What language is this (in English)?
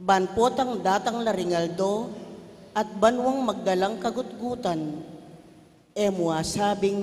Pampanga